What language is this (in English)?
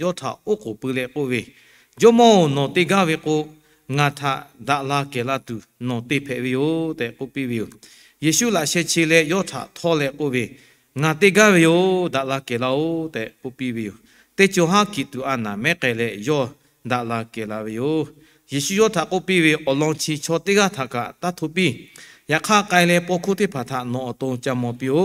Lahu